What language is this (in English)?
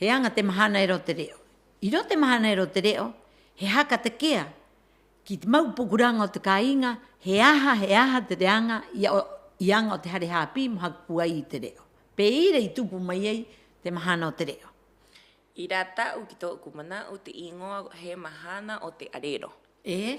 Rapanui